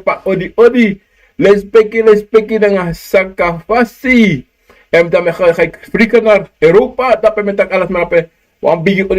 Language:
Sranan Tongo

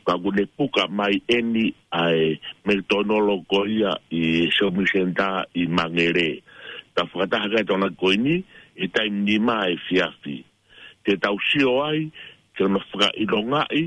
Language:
Tongan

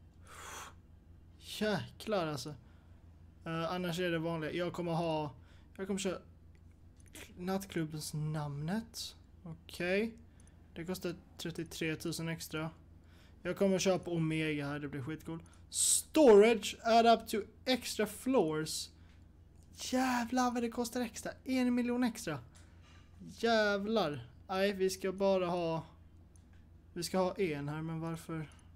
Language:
Swedish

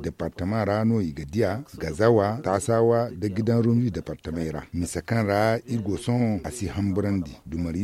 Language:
Zarma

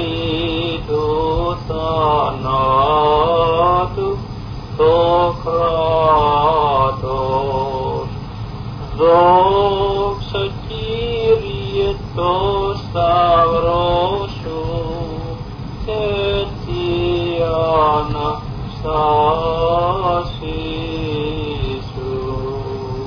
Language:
Greek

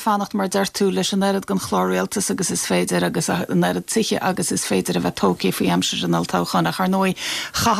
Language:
Irish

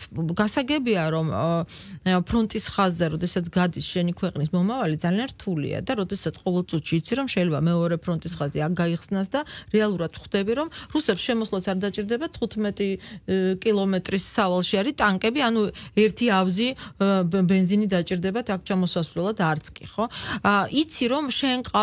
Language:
Georgian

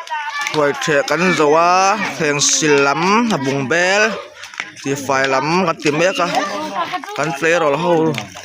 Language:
Mizo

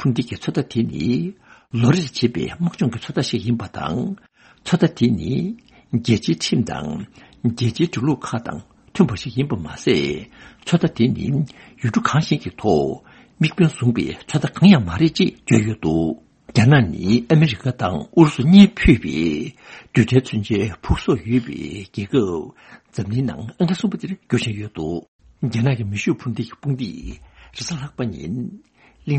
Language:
Tibetan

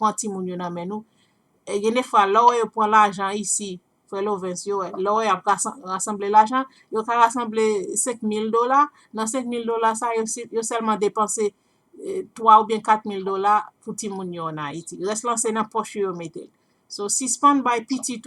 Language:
Haitian Creole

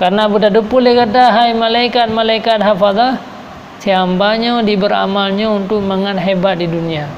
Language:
Achinese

